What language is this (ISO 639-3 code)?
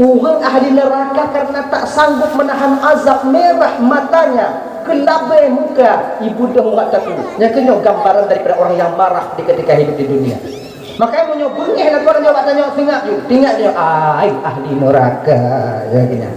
ace